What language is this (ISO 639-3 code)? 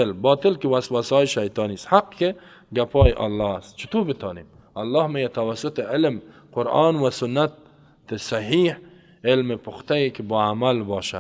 fas